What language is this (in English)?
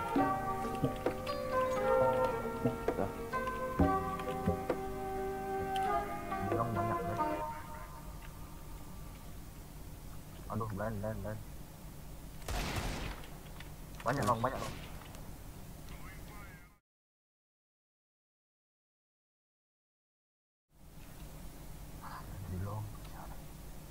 Indonesian